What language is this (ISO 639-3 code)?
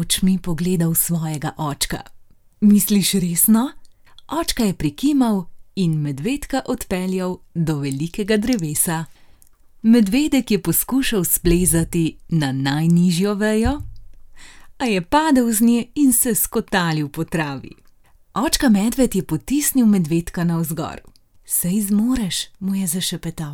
slv